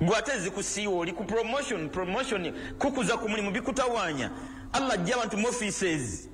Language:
Ganda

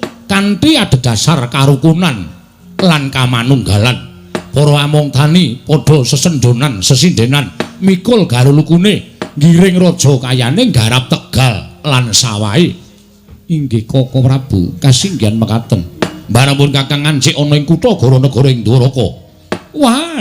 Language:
Javanese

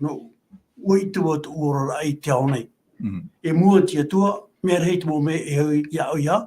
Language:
Tahitian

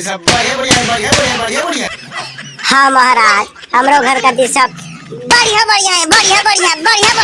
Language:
Chhattisgarhi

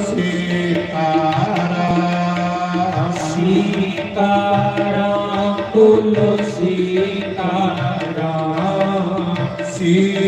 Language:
Dogri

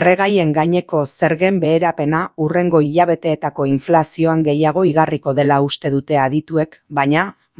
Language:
Basque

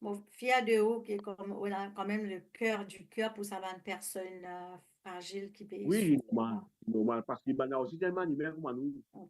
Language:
Morisyen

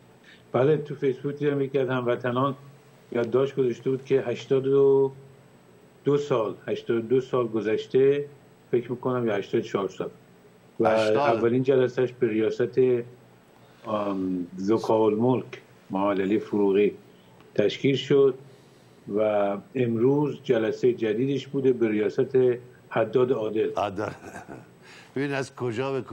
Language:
Persian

